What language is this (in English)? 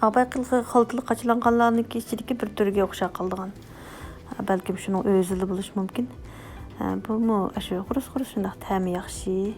Uyghur